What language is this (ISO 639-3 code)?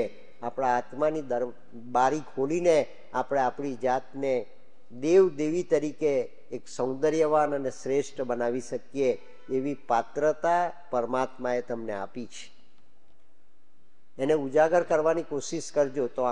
guj